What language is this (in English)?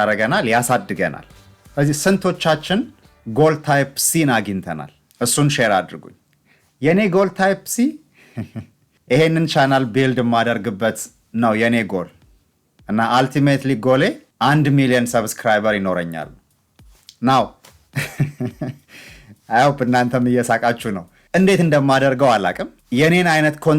Amharic